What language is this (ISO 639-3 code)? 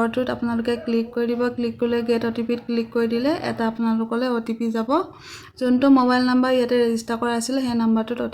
asm